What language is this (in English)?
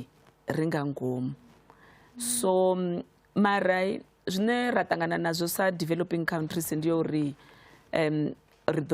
Venda